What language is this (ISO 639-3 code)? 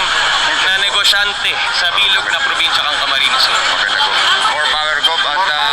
bik